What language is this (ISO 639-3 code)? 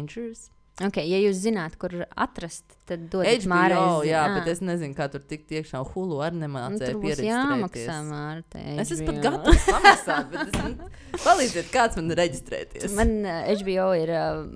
lav